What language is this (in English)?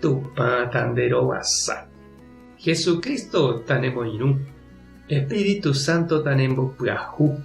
Guarani